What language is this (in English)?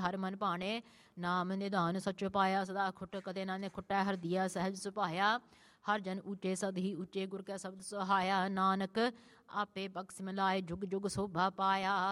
Punjabi